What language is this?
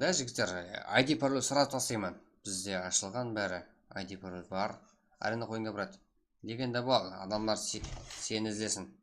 Kara-Kalpak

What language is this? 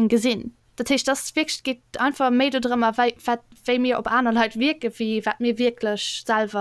Luxembourgish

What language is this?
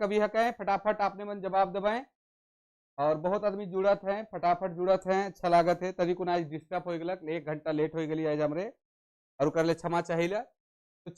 Sadri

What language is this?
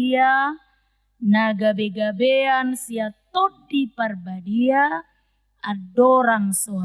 Batak Toba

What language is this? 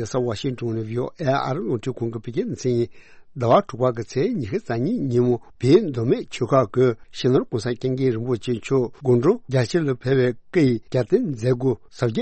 Tibetan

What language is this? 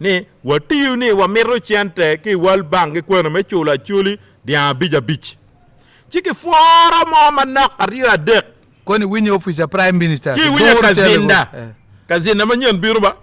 Acoli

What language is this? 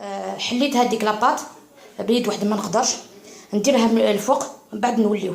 Algerian Arabic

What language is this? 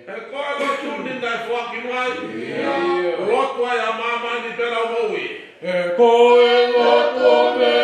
Tongan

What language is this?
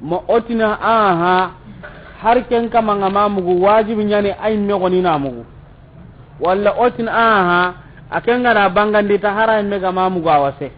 Soninke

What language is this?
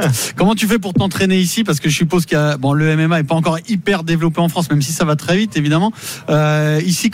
French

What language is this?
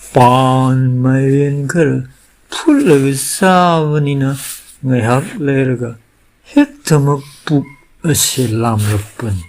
Manipuri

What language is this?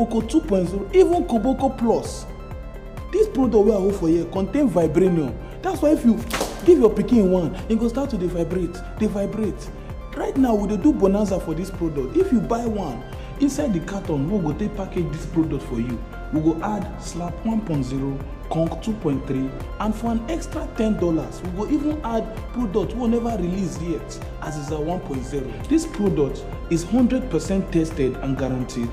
Nigerian Pidgin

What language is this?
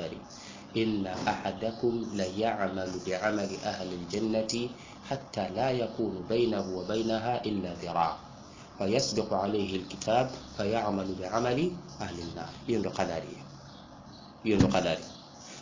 Swahili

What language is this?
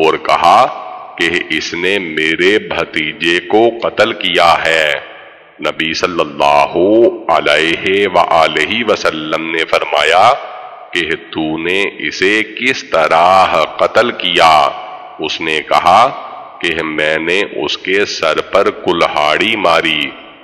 Urdu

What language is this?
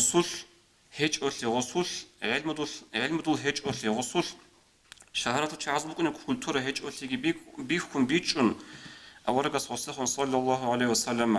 Avaric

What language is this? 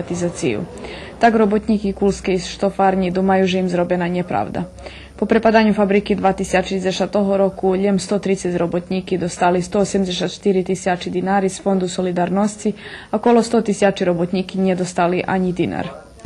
Rusyn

